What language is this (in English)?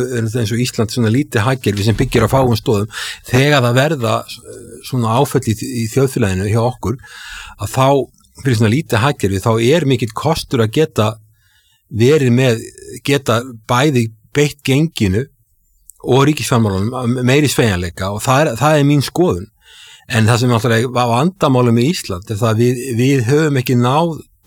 Icelandic